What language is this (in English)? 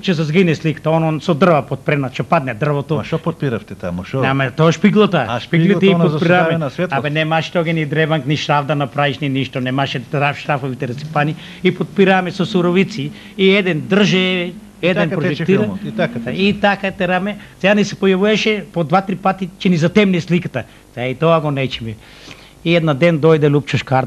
Macedonian